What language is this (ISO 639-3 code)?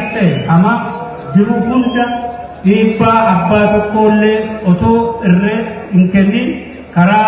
orm